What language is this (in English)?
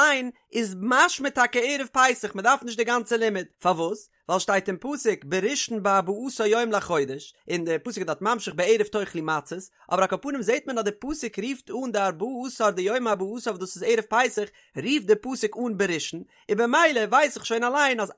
Yiddish